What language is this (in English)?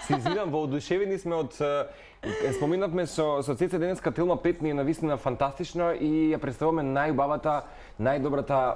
Macedonian